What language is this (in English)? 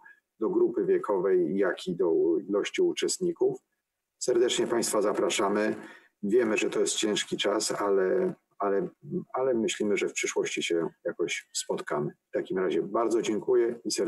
Polish